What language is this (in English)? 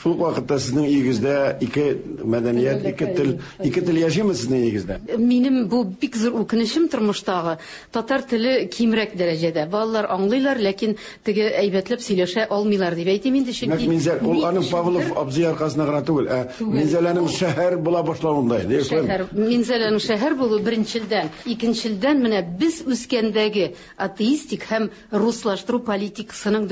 Tatar